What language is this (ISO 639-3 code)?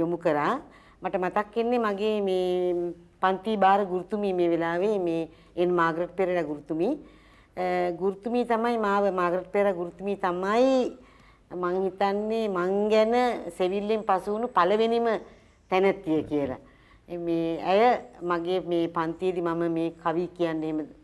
sin